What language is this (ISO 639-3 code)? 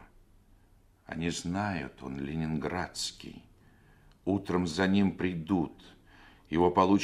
rus